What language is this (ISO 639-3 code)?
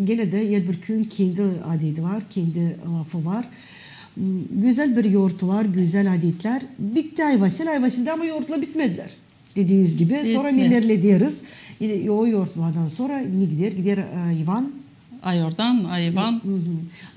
gag